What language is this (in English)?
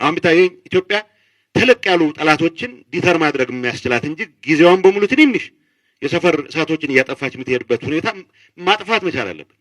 Amharic